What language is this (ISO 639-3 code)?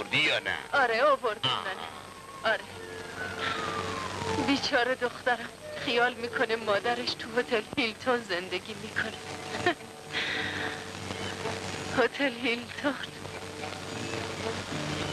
fas